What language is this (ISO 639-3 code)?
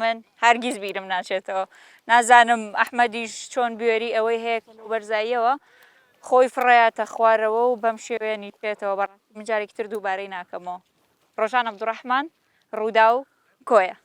ckb